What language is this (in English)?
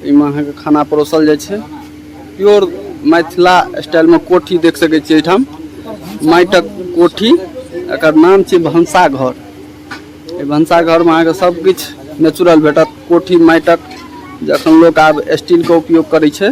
Maithili